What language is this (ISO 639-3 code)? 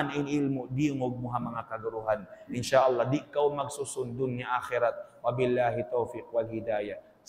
tsg